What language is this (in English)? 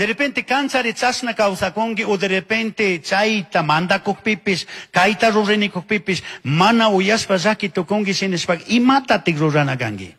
Chimborazo Highland Quichua